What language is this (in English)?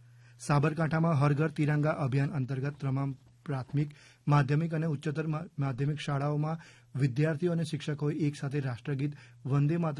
Gujarati